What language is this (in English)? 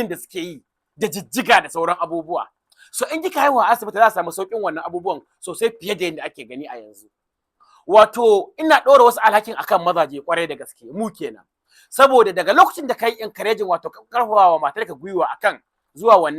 Hausa